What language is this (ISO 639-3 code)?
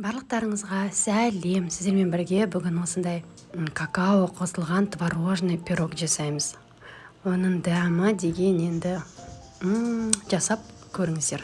kaz